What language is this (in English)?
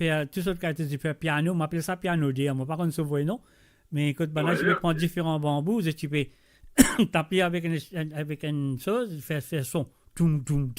Morisyen